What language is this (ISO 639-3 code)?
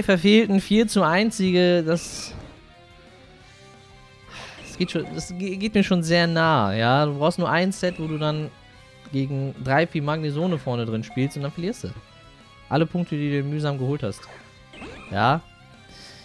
deu